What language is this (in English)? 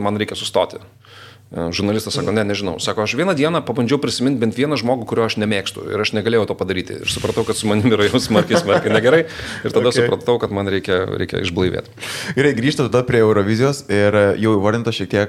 Lithuanian